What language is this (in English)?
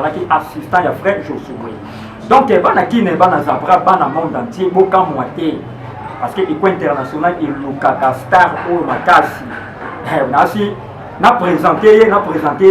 Lingala